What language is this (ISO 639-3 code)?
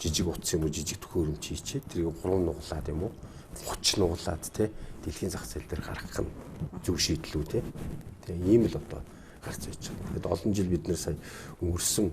mon